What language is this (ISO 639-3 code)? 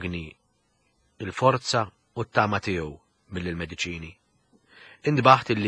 mlt